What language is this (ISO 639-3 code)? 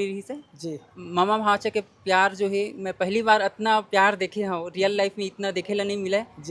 hne